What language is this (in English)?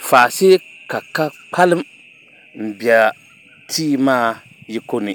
Dagbani